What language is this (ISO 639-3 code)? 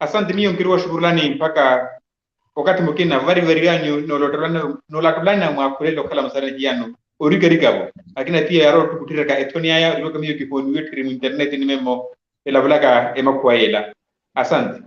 vmw